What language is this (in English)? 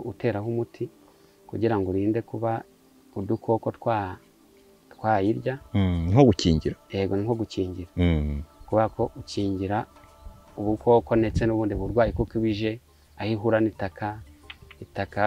Kinyarwanda